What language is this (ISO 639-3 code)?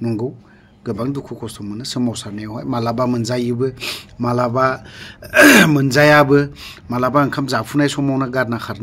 brx